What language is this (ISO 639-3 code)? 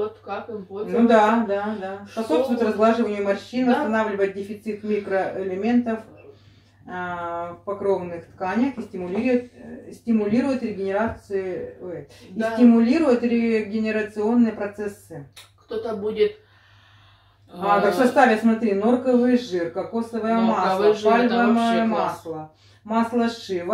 rus